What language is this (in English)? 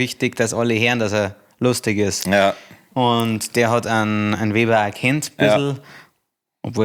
Bavarian